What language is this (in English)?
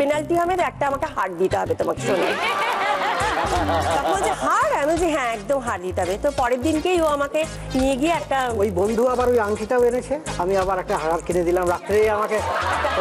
Bangla